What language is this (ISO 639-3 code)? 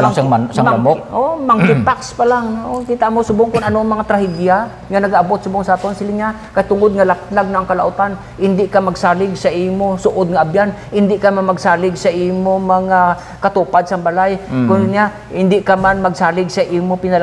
hil